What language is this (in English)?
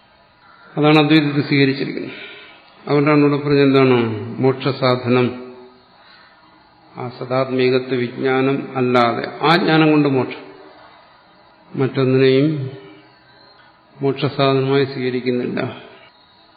Malayalam